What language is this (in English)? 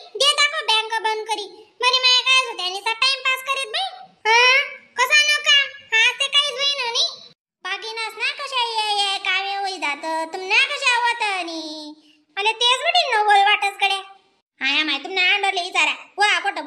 Khandesi